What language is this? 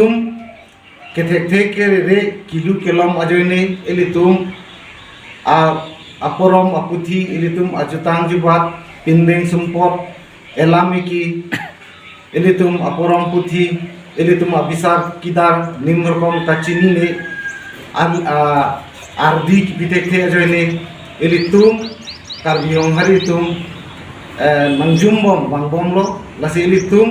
Karbi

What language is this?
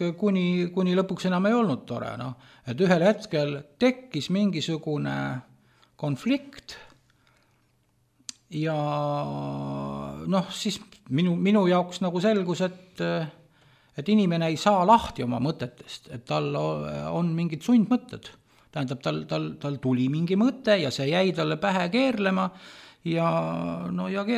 Estonian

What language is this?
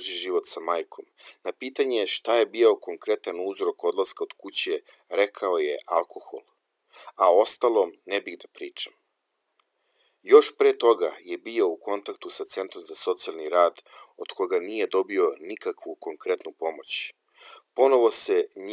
Serbian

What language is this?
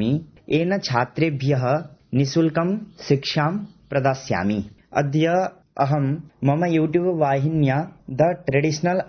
Sanskrit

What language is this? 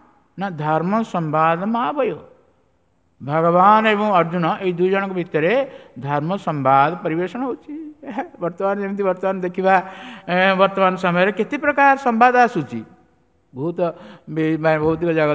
Odia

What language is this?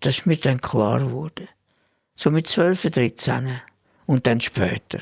Swiss German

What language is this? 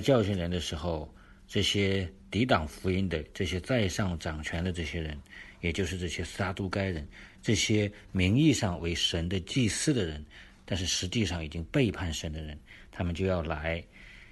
Chinese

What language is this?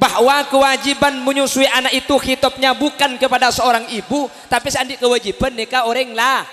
Madurese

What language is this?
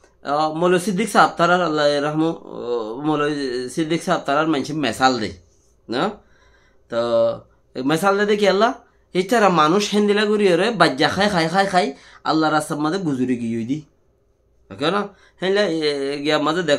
Rohingya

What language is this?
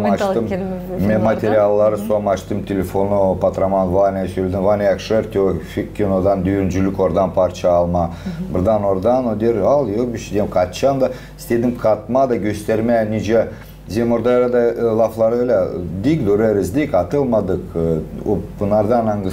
Gagauz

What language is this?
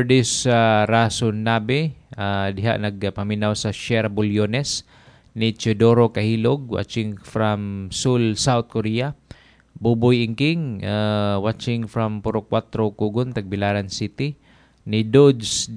Cebuano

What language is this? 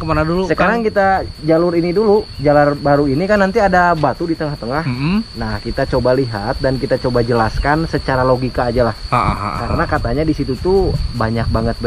Indonesian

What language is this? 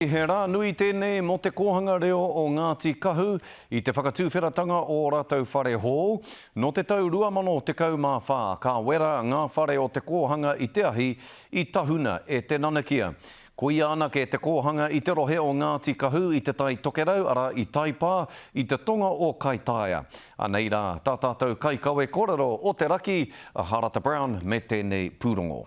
Māori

